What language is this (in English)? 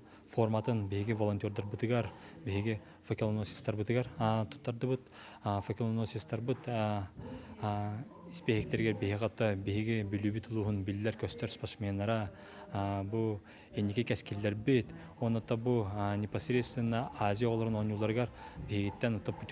Yakut